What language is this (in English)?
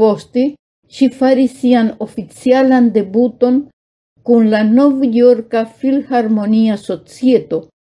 Esperanto